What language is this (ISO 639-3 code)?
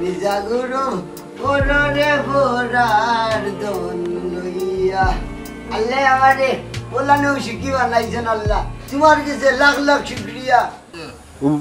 syl